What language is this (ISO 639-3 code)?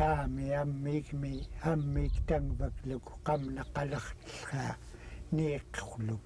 esu